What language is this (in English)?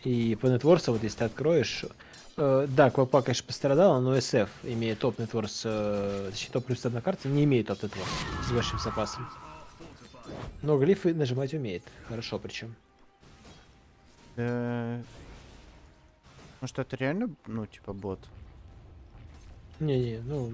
Russian